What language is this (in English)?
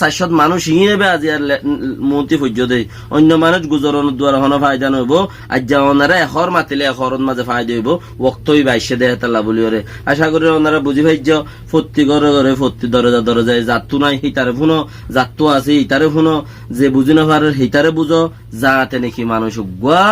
Rohingya